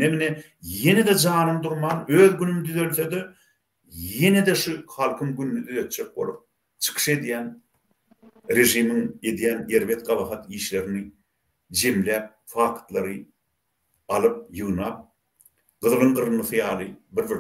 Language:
Turkmen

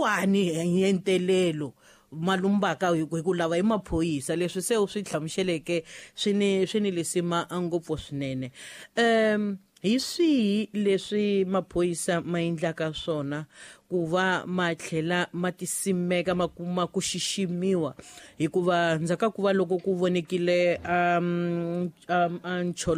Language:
Tsonga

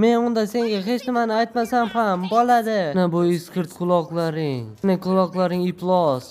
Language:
Uzbek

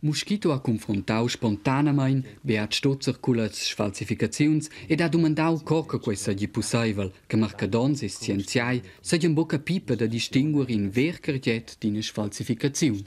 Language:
Romansh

